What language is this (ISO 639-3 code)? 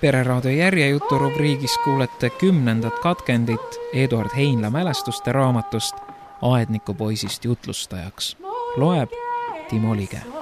est